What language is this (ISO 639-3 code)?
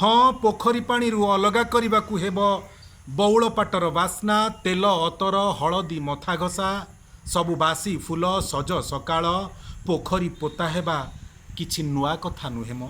ori